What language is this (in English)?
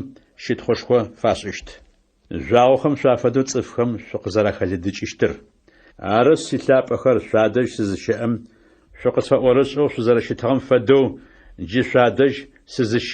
Adyghe